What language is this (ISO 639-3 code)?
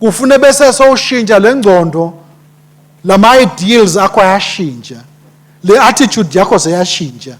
ssw